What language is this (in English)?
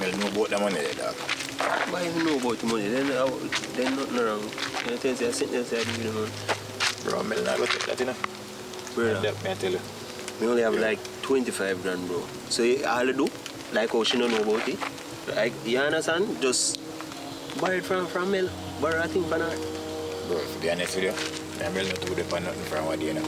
Jamaican Creole English